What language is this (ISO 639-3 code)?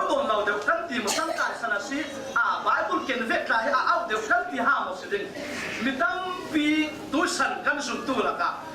cfm